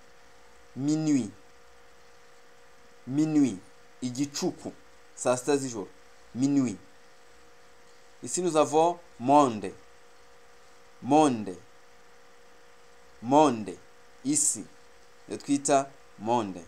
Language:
Kinyarwanda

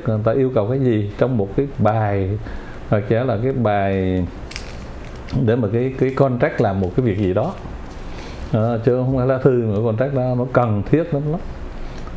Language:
Vietnamese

